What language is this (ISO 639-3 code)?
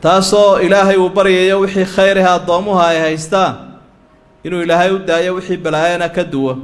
som